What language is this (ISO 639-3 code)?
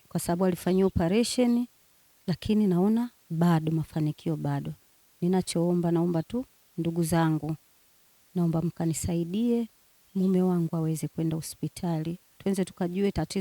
swa